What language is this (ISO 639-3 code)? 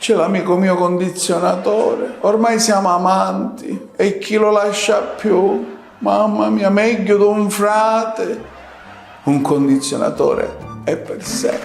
scn